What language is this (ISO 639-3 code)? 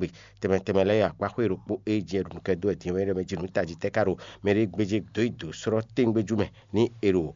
fon